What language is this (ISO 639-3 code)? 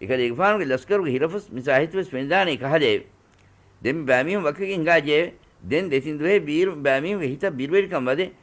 div